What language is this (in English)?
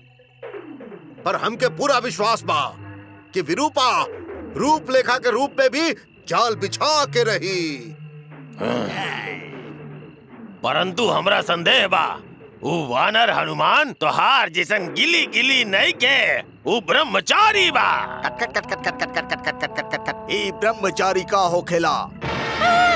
Bhojpuri